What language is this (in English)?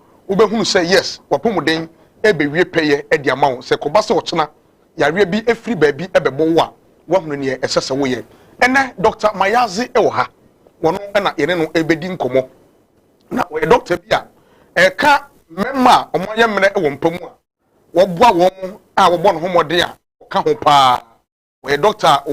Akan